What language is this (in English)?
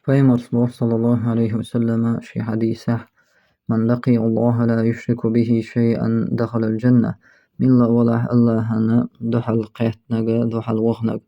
Chechen